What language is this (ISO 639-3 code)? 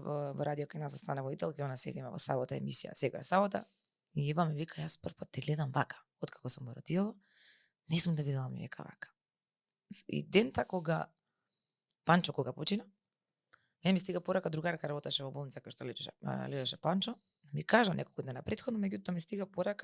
mkd